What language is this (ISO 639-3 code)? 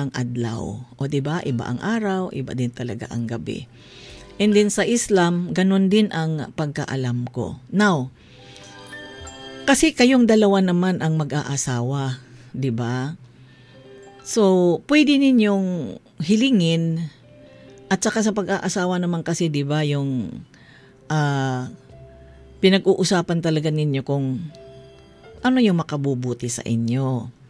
fil